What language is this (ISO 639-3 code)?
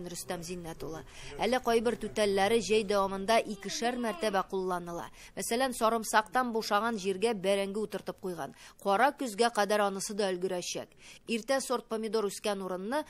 tat